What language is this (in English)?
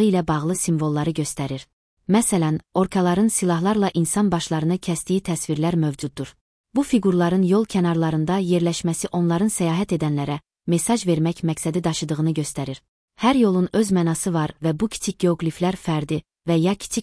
Azerbaijani